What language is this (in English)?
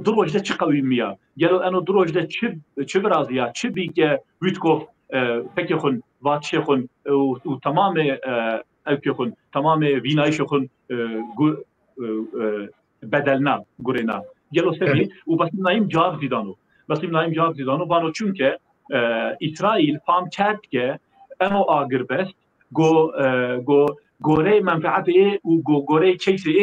Zaza